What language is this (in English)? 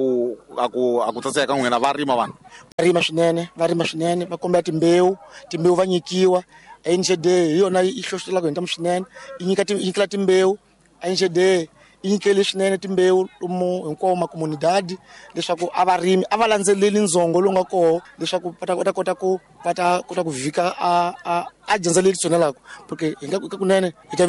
Tsonga